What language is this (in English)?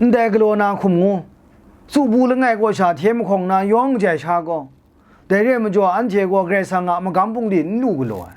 Kachin